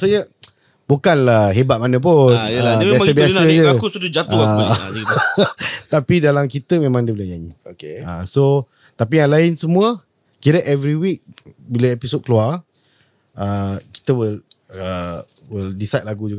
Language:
Malay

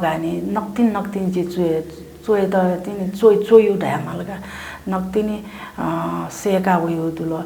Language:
Newari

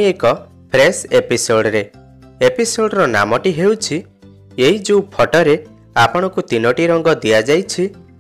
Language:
Odia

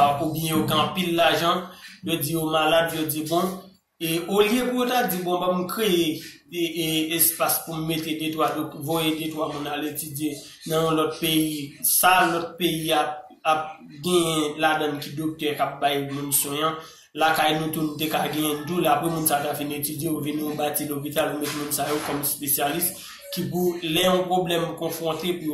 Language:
Haitian Creole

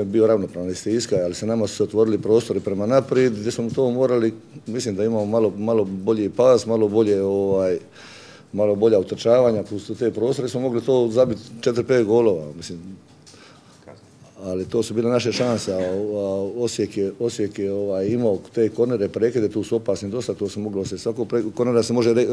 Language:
Croatian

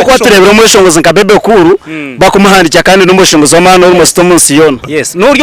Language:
Nyankole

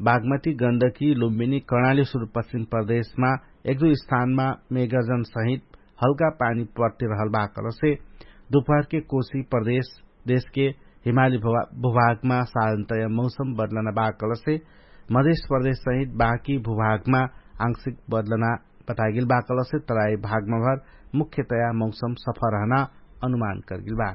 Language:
Dangaura Tharu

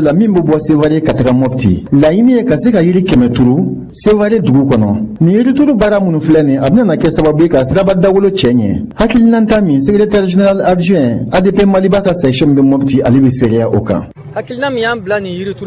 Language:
Bambara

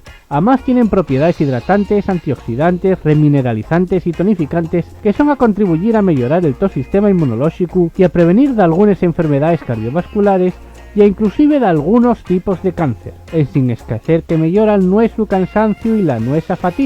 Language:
Asturian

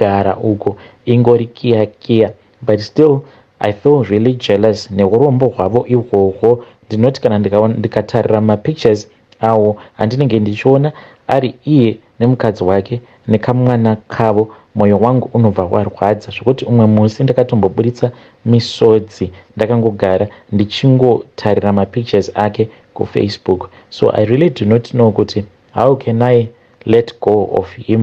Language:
Shona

